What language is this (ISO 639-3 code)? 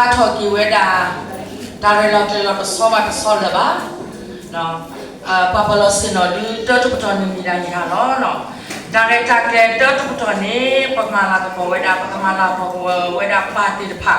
ksw